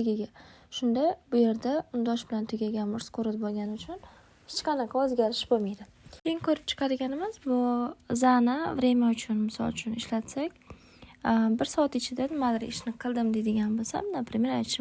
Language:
Uzbek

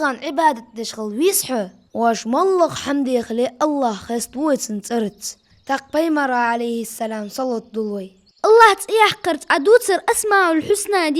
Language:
Ingush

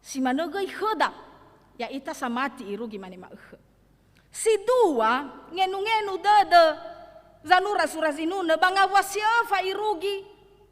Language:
Nias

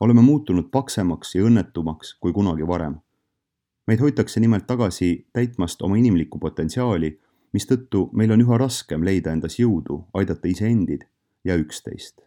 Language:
Estonian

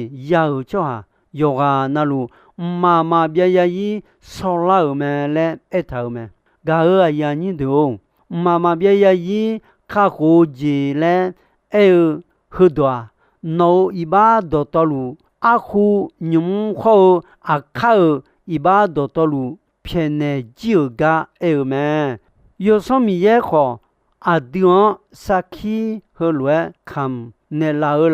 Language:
Akha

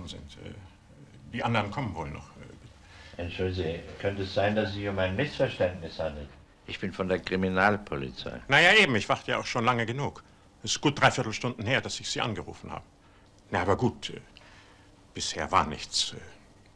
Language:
German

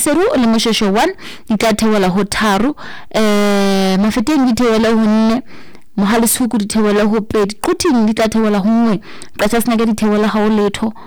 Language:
Southern Sotho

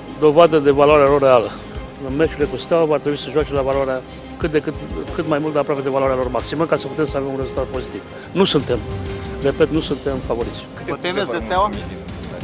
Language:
Romanian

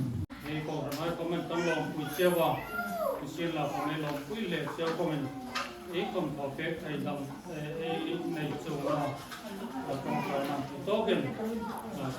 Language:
Hmar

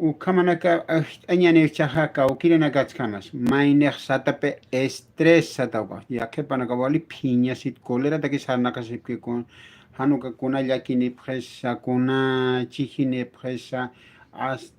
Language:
Aymara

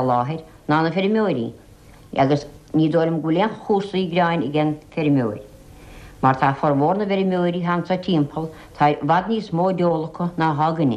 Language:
Irish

